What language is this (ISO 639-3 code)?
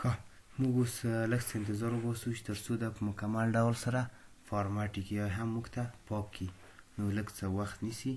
pus